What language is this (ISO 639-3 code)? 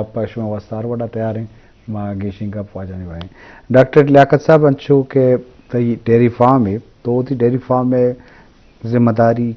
bgp